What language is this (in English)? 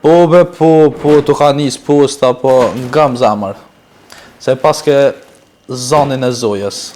Albanian